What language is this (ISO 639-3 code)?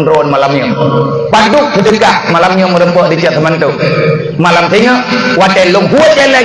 ace